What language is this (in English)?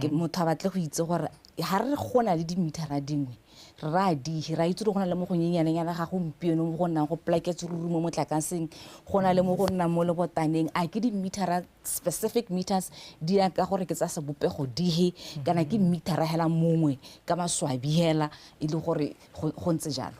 Tswana